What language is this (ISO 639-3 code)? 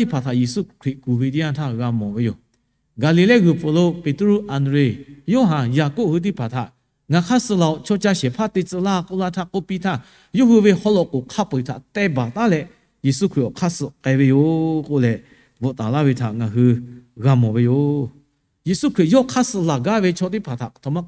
lhu